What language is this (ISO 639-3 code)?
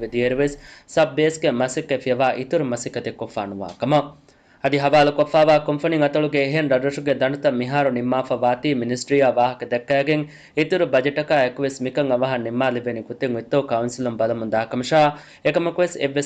div